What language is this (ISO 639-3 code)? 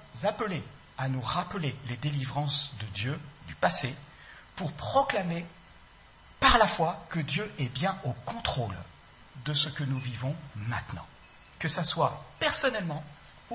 fra